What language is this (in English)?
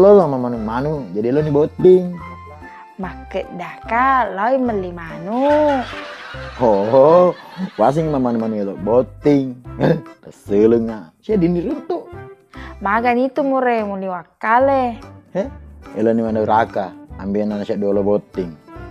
Buginese